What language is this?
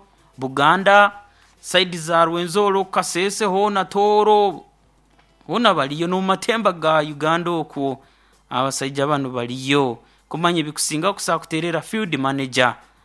Nyoro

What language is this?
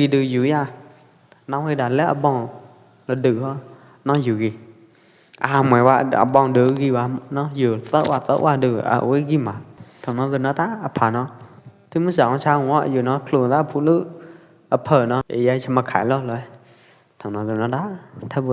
Pwo Eastern Karen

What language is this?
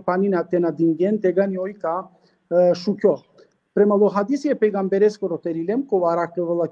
Balkan Romani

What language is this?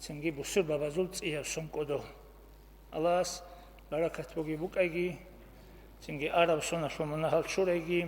Avaric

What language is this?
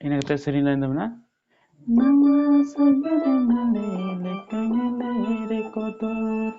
Santali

